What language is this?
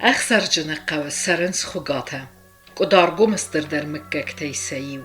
Ossetic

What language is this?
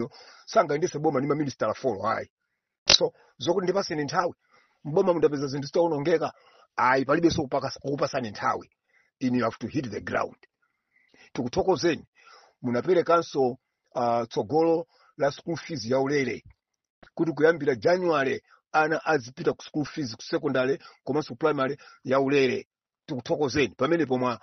Nyanja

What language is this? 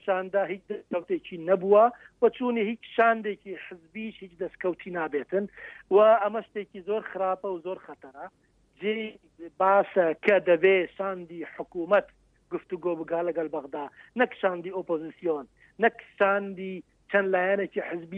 Central Kurdish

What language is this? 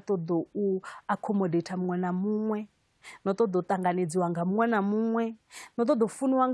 Venda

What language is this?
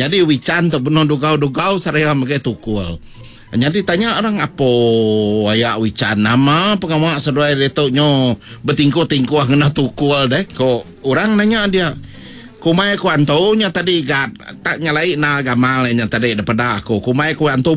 Iban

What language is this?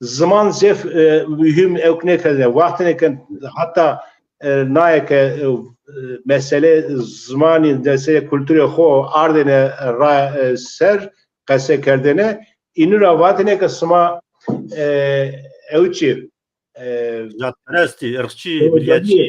Zaza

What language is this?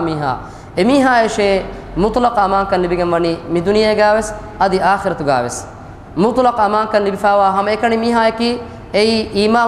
Divehi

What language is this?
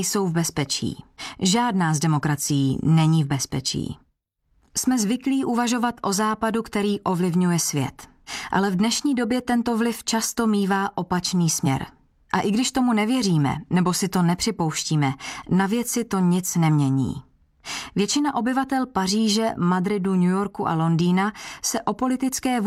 Czech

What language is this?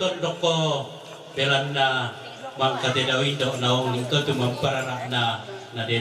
Toraja-Sa'dan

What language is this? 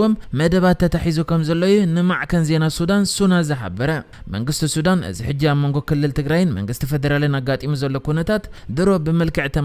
Tigrinya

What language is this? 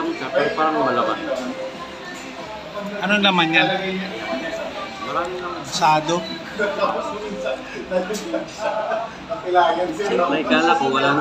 Filipino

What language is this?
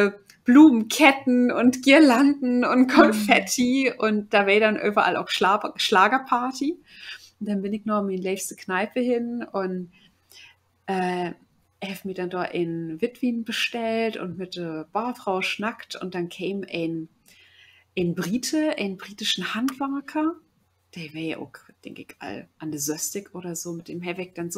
Low German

